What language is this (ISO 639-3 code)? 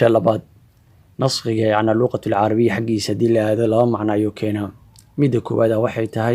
som